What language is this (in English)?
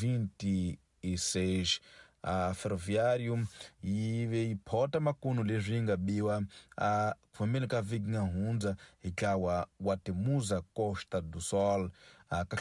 Tsonga